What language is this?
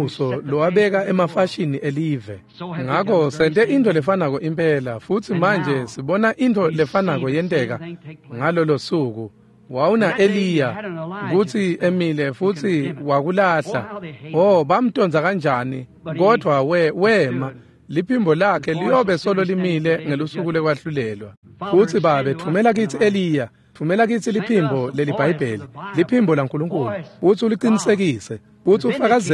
Swati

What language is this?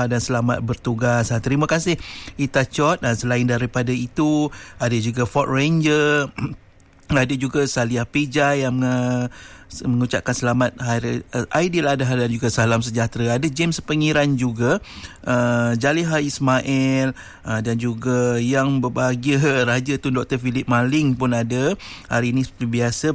Malay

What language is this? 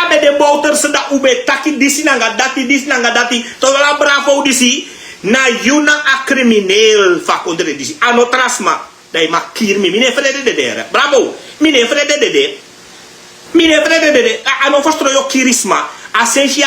Sranan Tongo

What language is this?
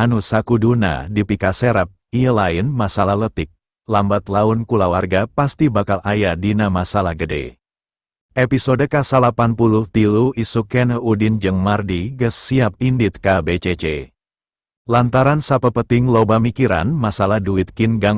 Sundanese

